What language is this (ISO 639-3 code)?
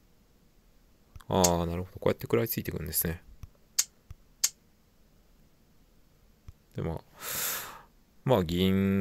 jpn